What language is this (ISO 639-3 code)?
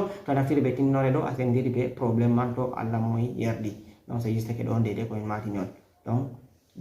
ful